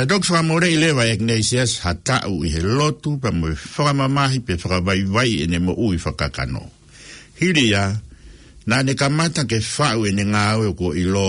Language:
Tongan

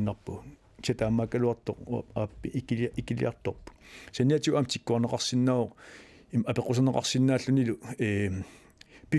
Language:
Kalaallisut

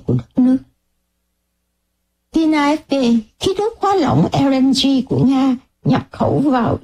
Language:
Vietnamese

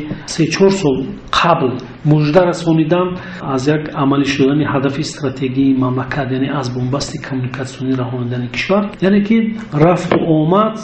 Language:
Tajik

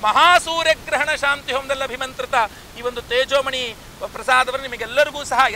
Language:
Kannada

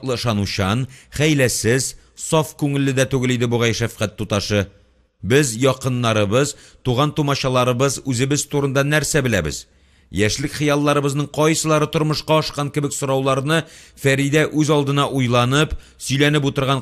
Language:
Tatar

